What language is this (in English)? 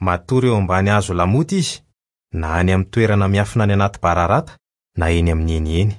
Malagasy